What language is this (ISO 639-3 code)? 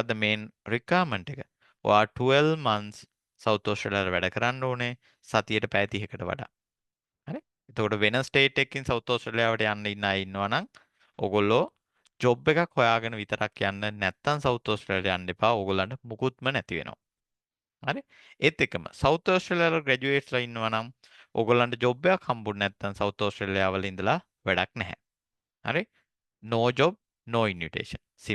sin